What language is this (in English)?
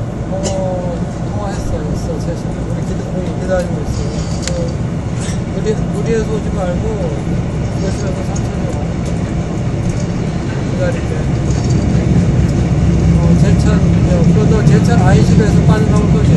Korean